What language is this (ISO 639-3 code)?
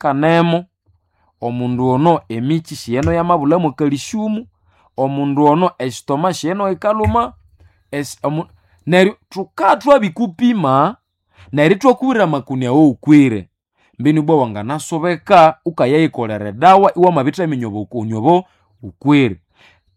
nnb